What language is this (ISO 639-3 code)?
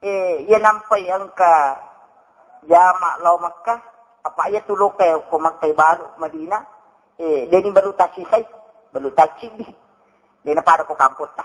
bug